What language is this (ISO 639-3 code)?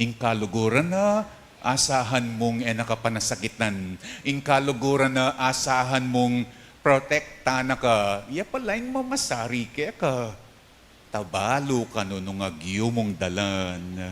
pam